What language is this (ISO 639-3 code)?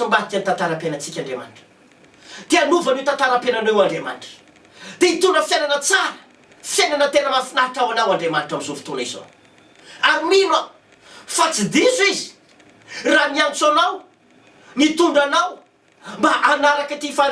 mlg